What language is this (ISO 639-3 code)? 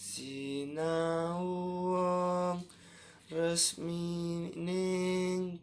jav